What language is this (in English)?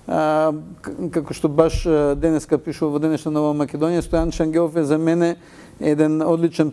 Macedonian